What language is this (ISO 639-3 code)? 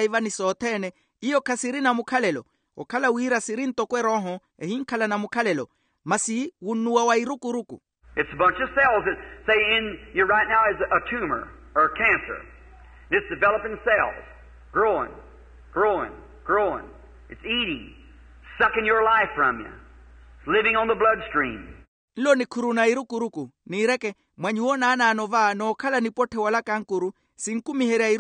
vmw